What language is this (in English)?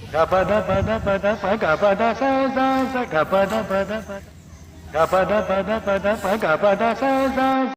Chhattisgarhi